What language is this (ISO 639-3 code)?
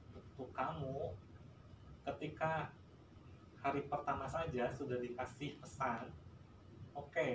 ind